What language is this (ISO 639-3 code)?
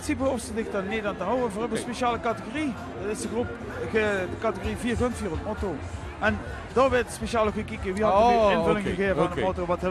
lim